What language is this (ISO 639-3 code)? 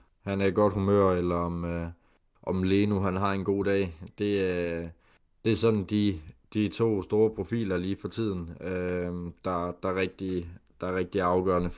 dan